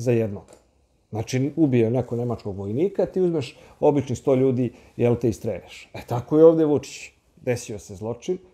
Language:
Serbian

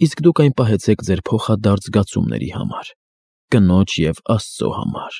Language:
Armenian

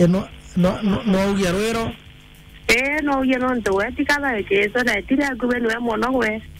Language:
Meru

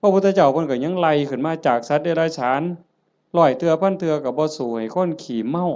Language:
Northeastern Thai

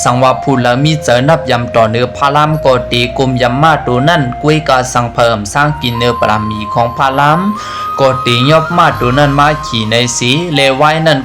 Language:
Shan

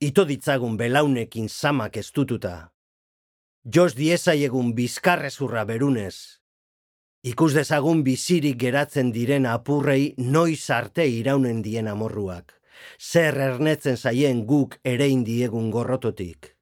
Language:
Basque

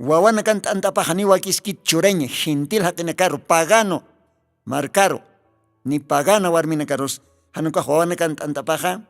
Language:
Aymara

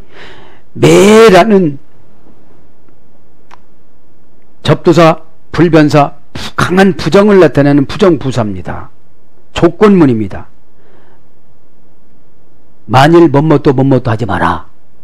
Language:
Korean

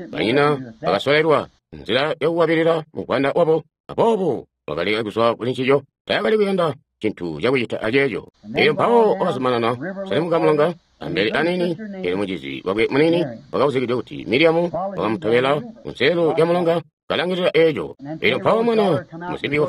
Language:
Tonga (Zambia)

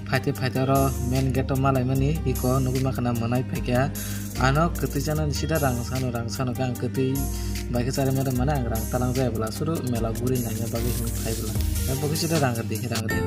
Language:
Kok Borok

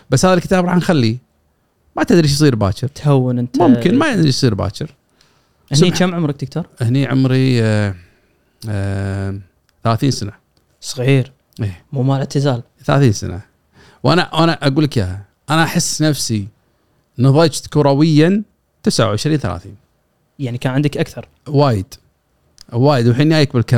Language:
Gulf Arabic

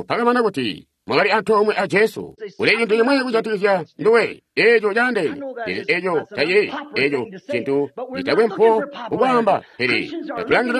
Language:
Tonga (Zambia)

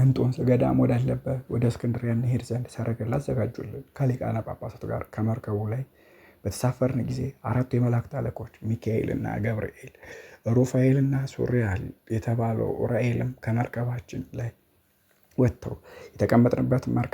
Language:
Amharic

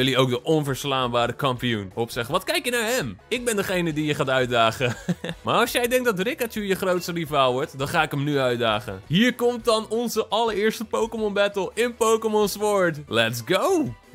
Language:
Dutch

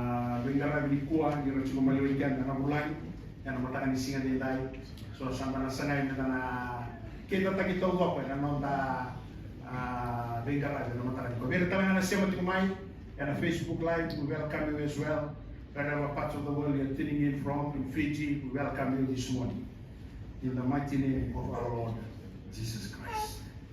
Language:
Fijian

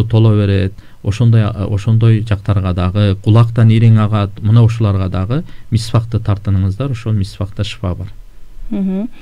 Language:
Kyrgyz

